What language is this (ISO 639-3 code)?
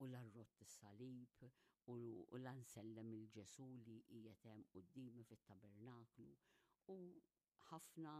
mlt